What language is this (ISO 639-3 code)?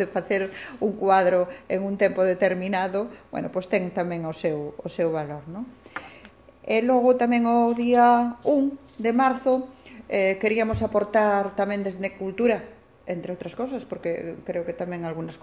glg